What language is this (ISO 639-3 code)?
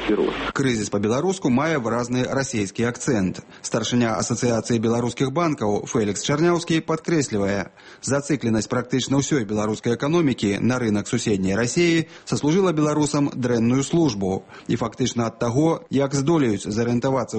bel